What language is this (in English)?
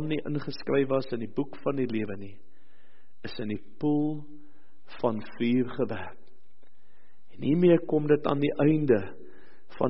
Afrikaans